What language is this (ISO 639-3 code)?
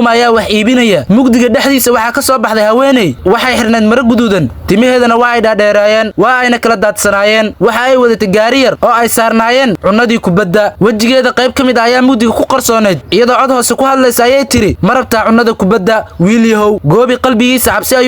som